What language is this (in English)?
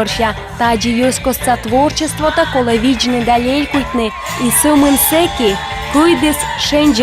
Komi